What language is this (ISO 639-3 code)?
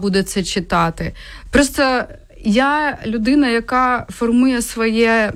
ukr